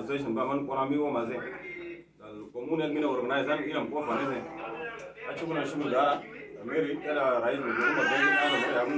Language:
Uduk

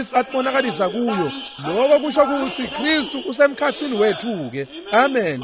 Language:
Swati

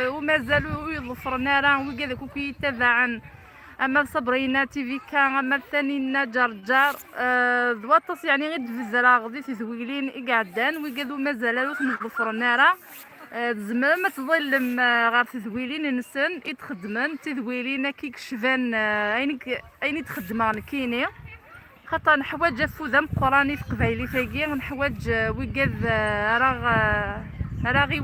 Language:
Kabyle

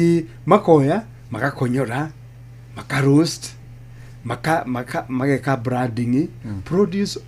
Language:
Kikuyu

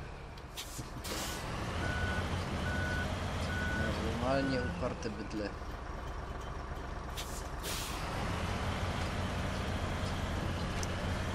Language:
Polish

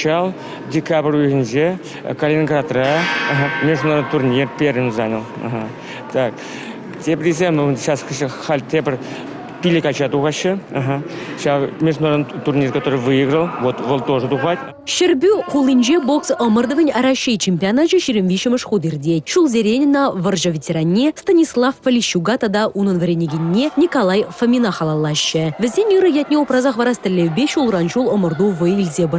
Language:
Chuvash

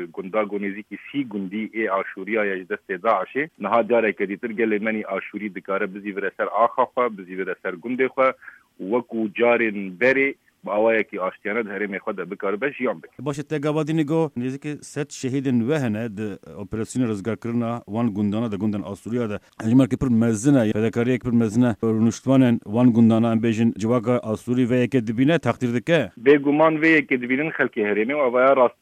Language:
Kurdish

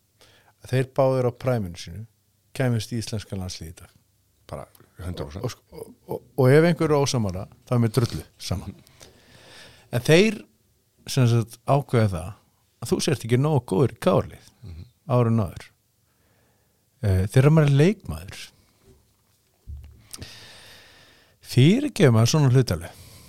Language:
Icelandic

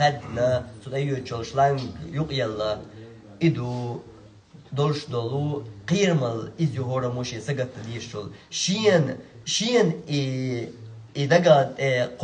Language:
Chechen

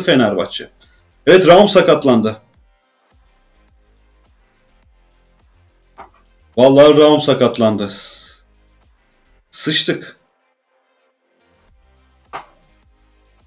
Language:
Turkish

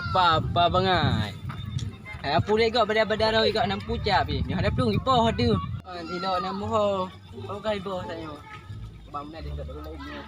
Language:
Achinese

